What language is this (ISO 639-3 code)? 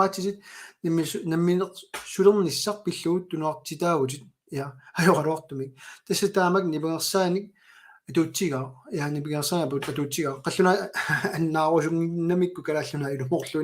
kal